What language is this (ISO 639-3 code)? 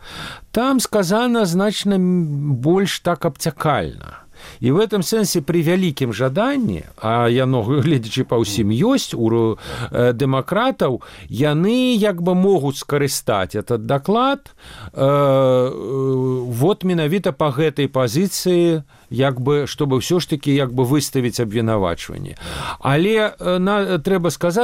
bel